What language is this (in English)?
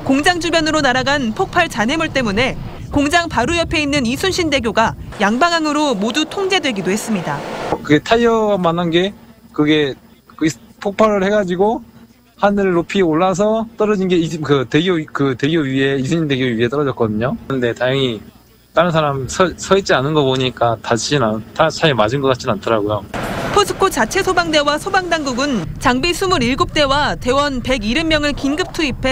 Korean